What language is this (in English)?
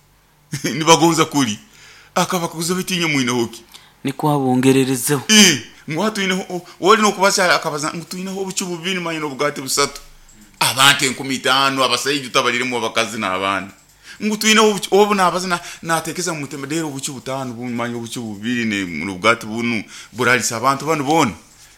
Nyoro